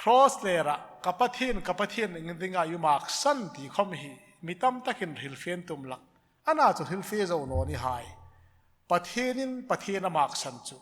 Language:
Hmar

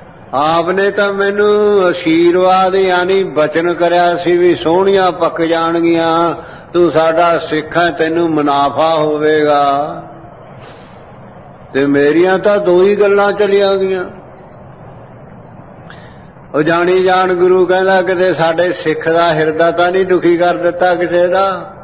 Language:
Punjabi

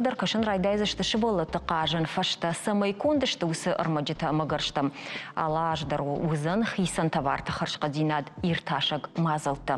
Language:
Ossetic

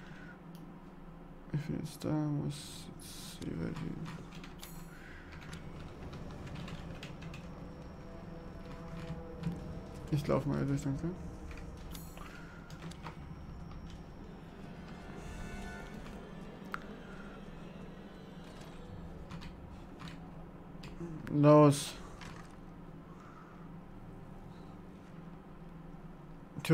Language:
German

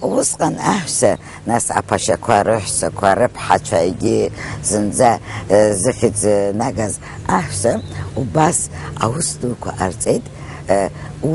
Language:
Abkhazian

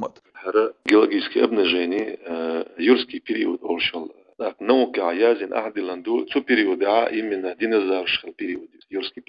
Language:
Chechen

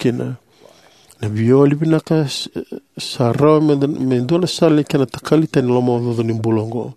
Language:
Fijian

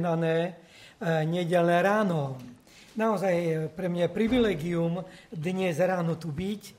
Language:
Slovak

